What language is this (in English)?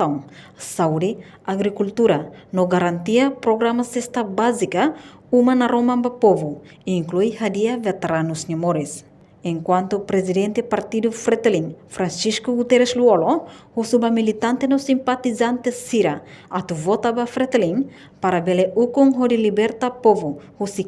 Tetum